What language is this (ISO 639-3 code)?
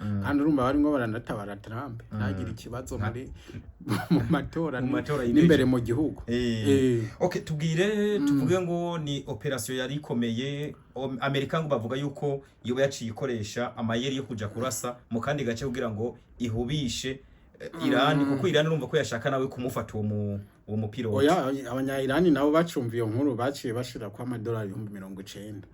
run